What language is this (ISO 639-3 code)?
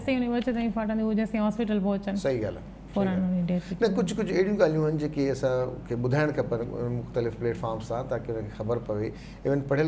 snd